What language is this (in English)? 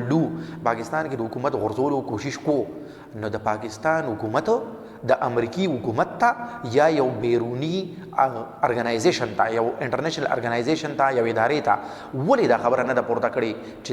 Pashto